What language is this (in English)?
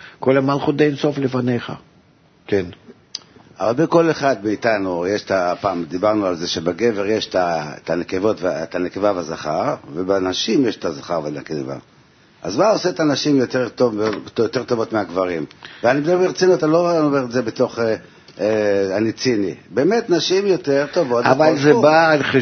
Hebrew